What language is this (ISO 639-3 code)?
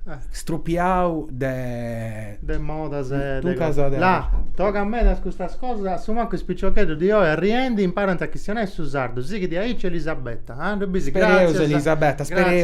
srd